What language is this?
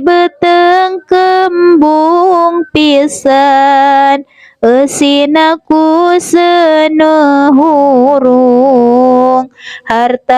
Sundanese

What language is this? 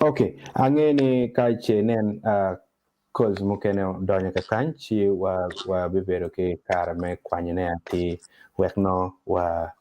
Acoli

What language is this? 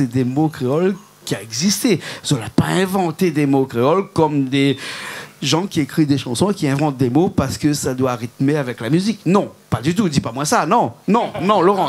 Réunion Creole French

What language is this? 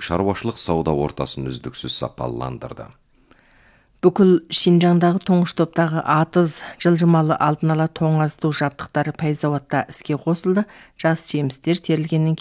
Kazakh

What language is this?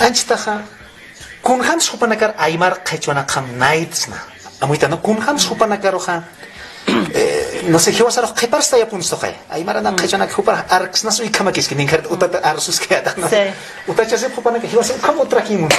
Aymara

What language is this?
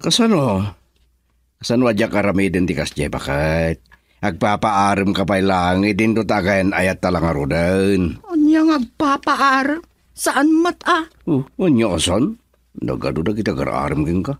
Iloko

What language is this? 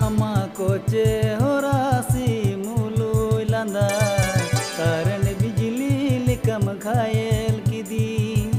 Santali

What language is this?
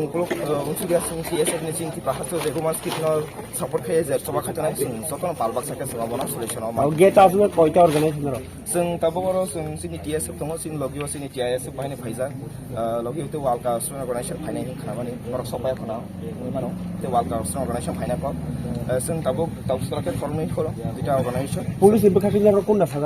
Kok Borok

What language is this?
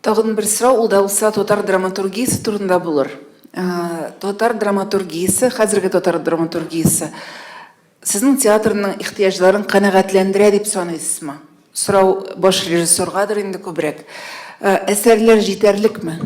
Tatar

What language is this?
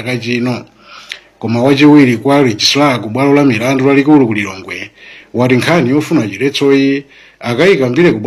Nyanja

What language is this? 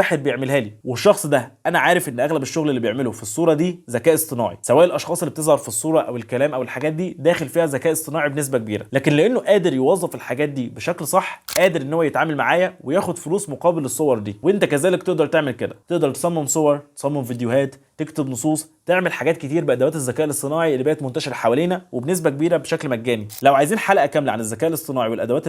Egyptian Arabic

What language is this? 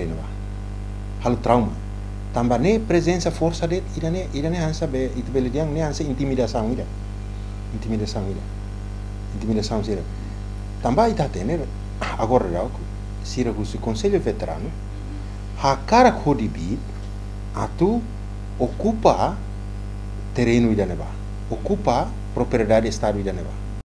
Tetum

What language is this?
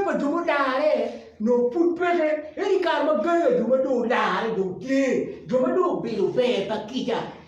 Acoli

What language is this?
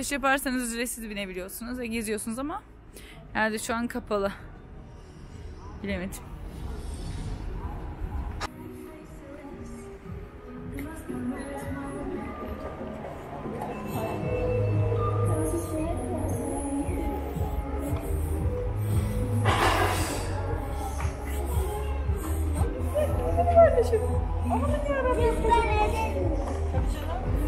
Turkish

